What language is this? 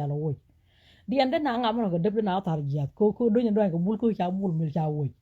Nuer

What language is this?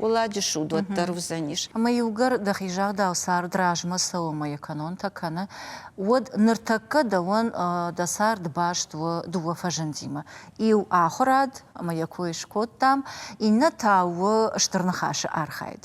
Ossetic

